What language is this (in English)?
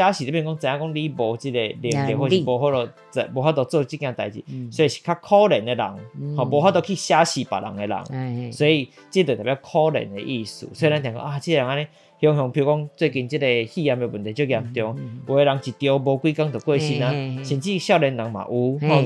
Min Nan Chinese